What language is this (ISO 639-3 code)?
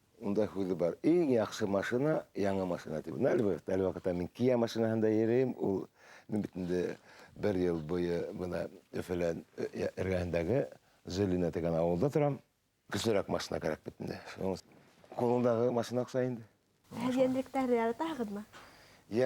bak